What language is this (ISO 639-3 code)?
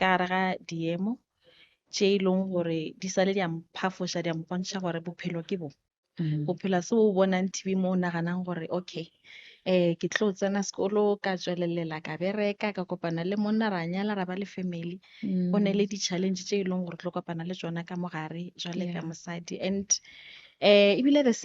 nso